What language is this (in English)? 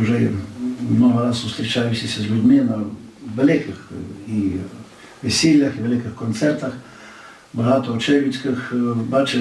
Rusyn